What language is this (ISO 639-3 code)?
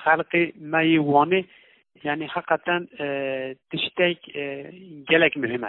kur